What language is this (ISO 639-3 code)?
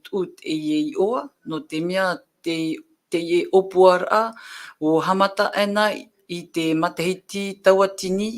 tah